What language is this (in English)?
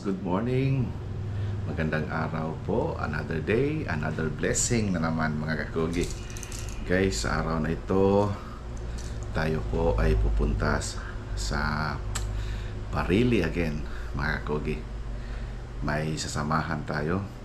Filipino